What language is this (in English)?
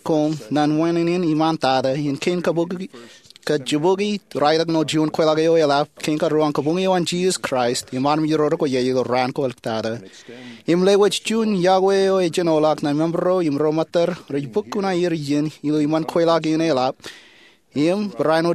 Marshallese